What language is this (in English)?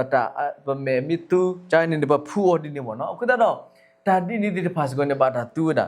S'gaw Karen